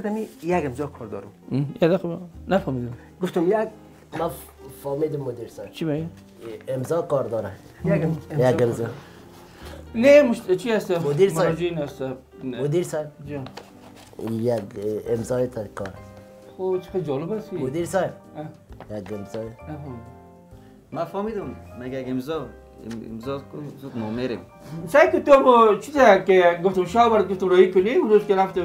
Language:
Persian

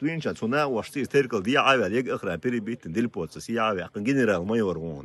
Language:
Chechen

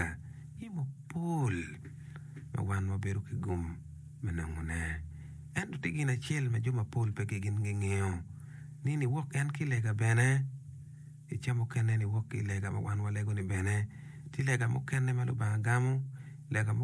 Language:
Acoli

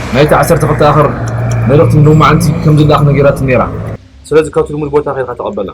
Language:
Tigrinya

